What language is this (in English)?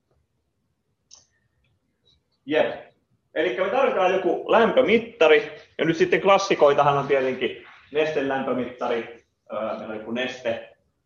Finnish